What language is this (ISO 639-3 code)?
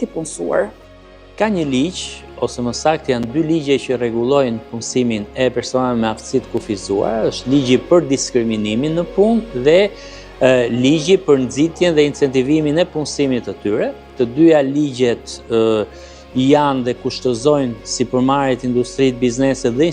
sqi